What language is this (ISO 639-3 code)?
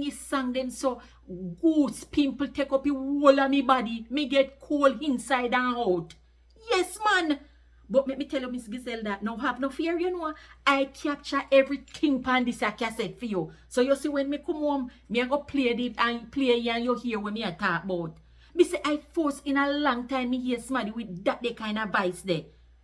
jam